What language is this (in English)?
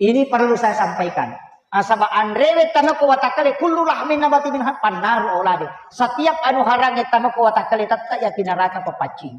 Buginese